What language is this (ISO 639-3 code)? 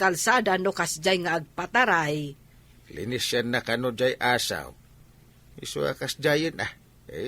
ilo